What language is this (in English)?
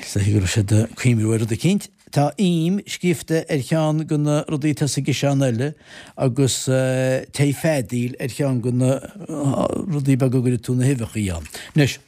Irish